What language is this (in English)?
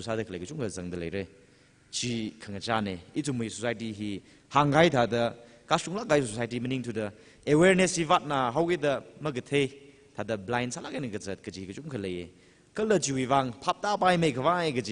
Tangkhul Naga (India)